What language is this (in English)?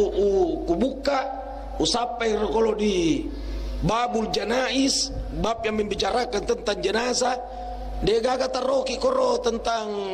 Buginese